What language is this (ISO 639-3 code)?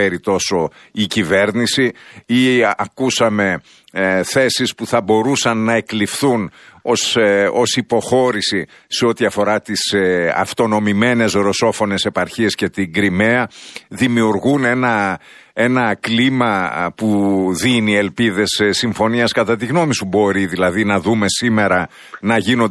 ell